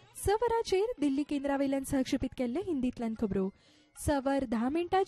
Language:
Konkani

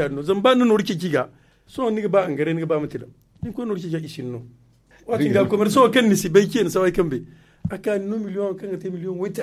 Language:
Zarma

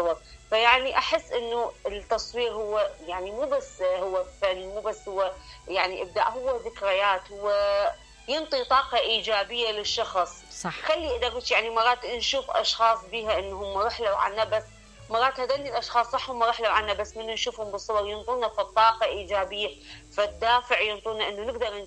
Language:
Mesopotamian Arabic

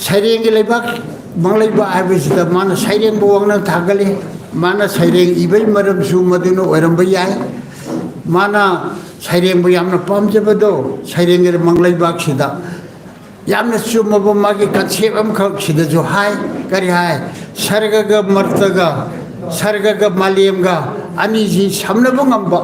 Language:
Manipuri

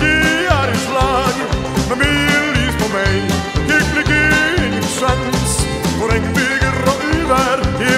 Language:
Norwegian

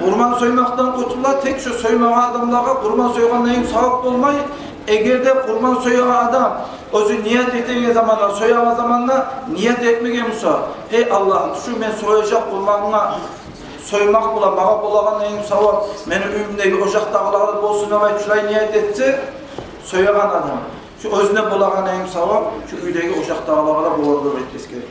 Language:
Kumyk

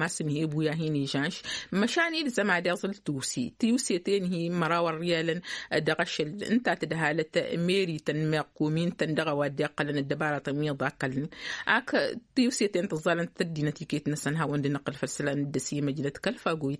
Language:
Tamasheq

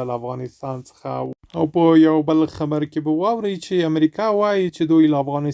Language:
Pashto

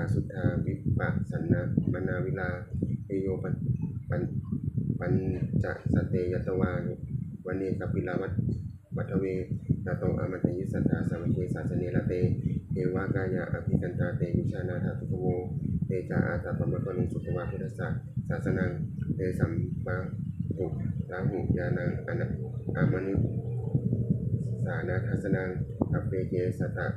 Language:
Pali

